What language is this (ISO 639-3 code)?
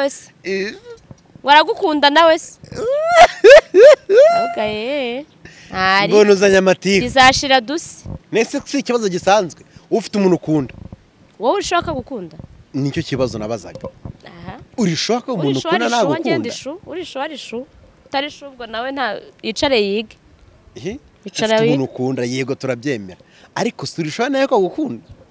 kin